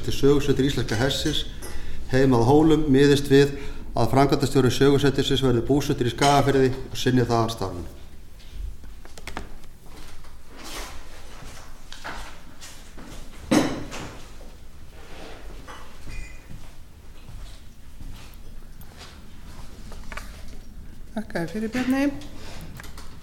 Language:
Icelandic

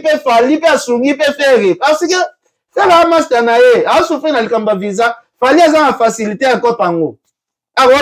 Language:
Lingala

